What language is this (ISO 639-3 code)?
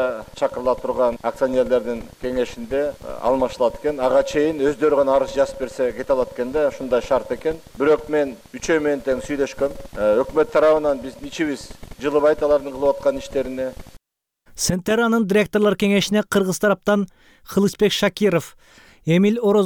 kir